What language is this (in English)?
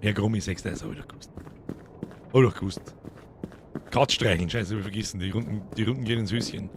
Bavarian